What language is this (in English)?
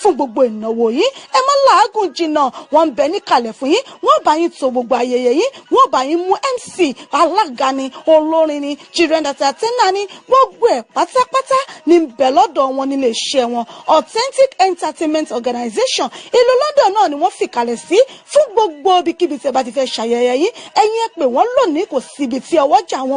Yoruba